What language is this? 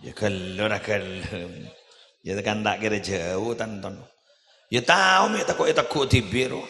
Madurese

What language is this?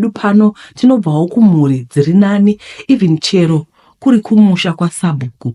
Shona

